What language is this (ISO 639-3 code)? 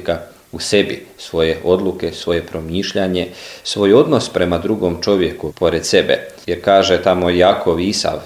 hrv